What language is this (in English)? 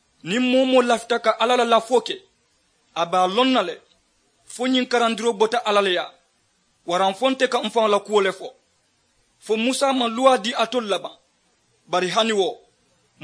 Mandingo